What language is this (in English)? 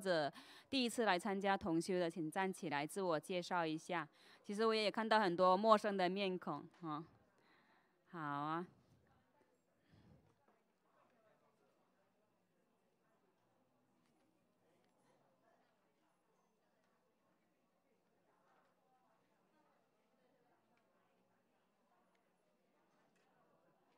Chinese